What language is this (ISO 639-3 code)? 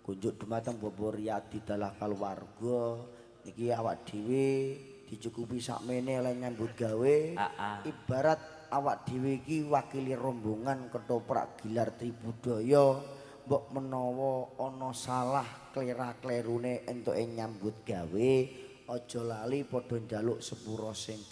jav